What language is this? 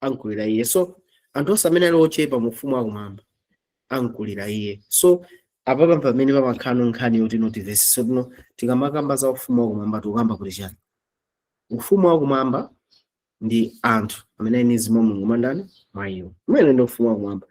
Nyanja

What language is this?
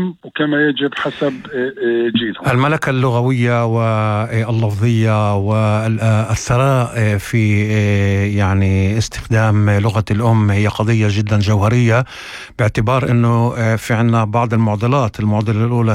North Levantine Arabic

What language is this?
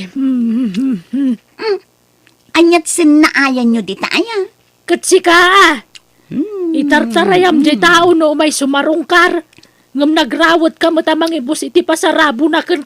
Iloko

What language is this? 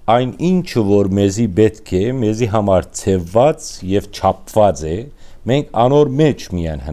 Western Armenian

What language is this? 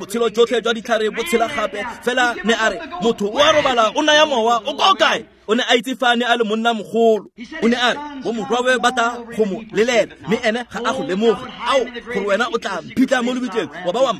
Tswana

